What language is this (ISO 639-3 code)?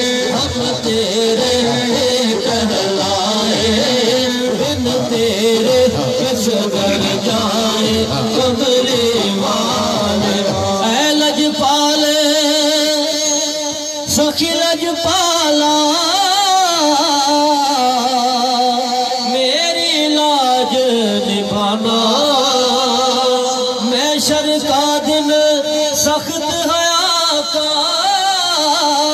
urd